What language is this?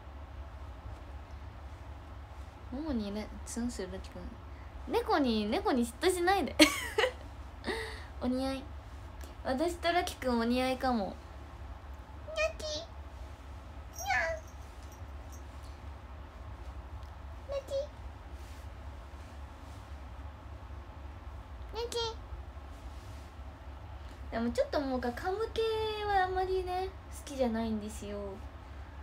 Japanese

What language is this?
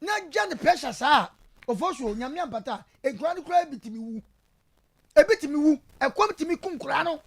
Akan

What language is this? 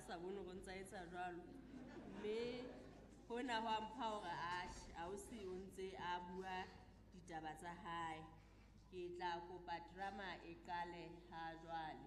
Southern Sotho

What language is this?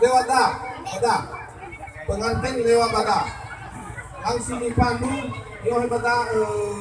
Nias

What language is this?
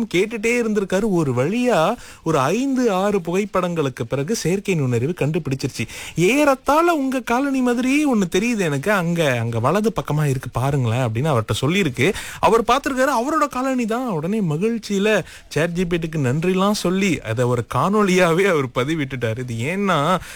Tamil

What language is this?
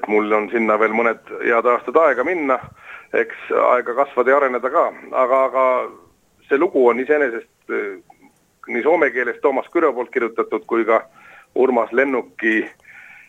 Estonian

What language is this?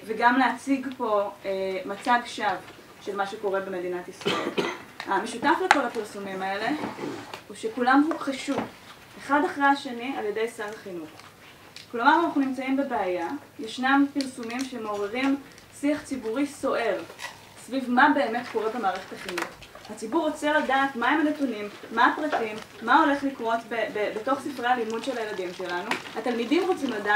Hebrew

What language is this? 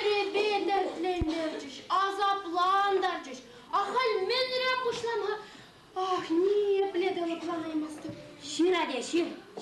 Chuvash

